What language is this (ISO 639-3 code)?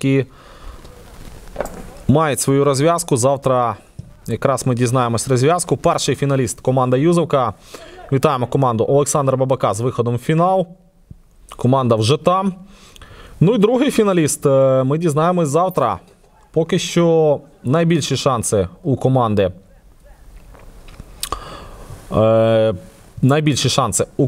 ukr